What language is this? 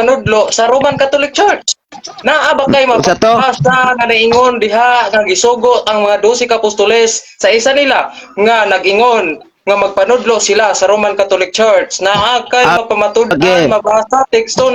Cebuano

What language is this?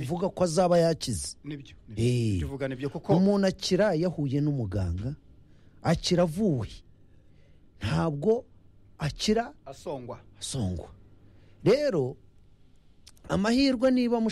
Kinyarwanda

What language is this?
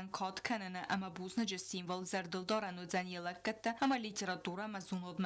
Ossetic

